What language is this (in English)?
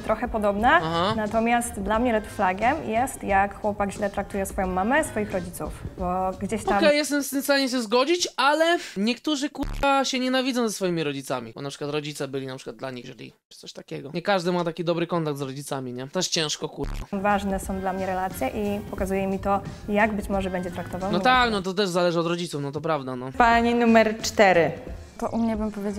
Polish